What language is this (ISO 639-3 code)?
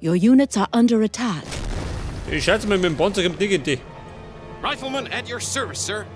bar